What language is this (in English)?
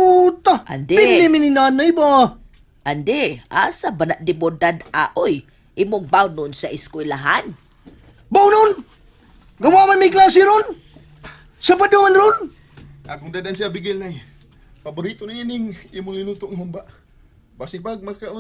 Cebuano